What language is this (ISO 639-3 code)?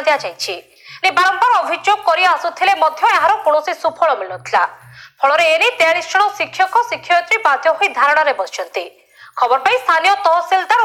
ori